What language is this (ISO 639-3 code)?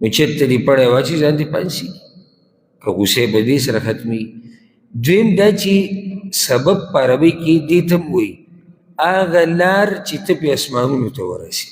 pus